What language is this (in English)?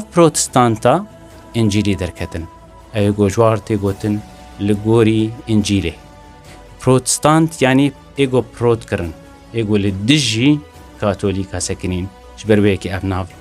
Kurdish